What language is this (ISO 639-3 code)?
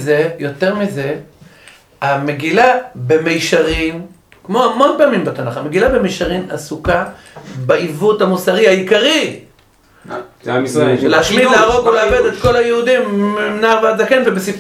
heb